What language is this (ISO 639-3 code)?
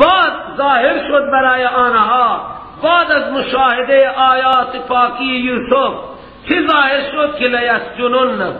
fas